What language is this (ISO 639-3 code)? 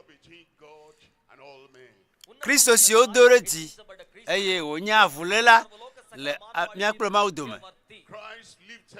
ewe